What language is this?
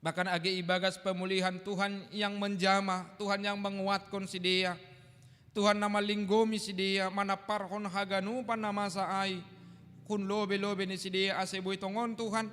Batak Simalungun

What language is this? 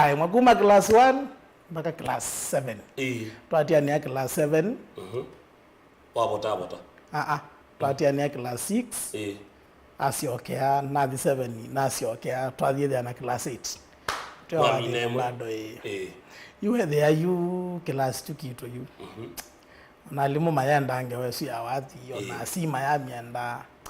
Kamba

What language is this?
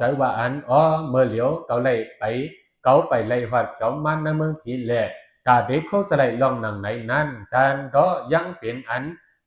Shan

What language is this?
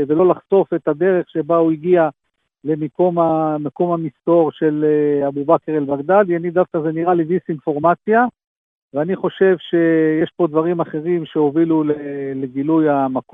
Hebrew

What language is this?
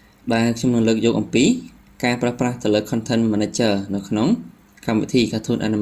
Khmer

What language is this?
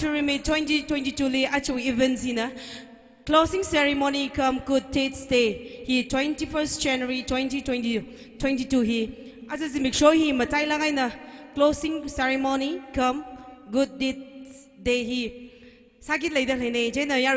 Tangkhul Naga (India)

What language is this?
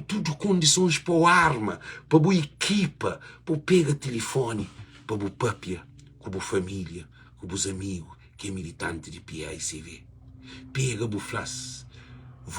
Kabuverdianu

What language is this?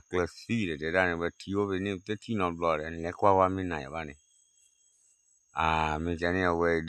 S'gaw Karen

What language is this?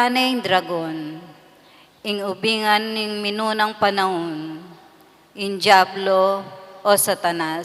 Pampanga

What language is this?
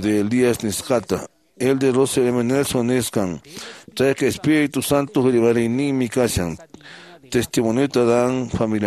Quechua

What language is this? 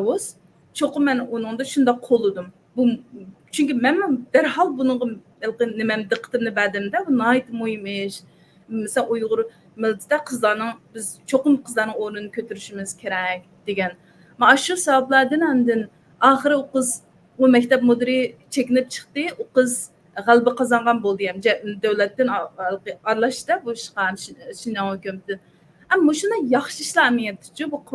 Uyghur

